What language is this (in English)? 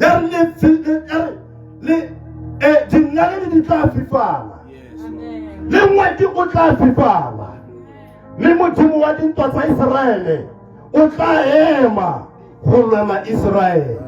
Tswana